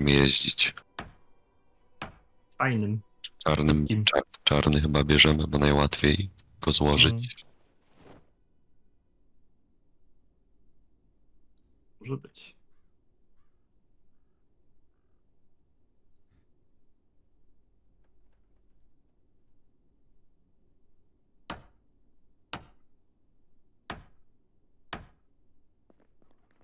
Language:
Polish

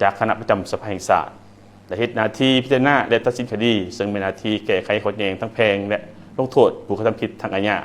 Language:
Lao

